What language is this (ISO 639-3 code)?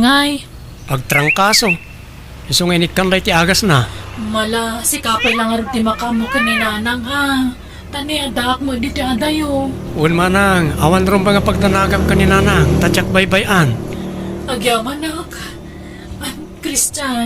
ilo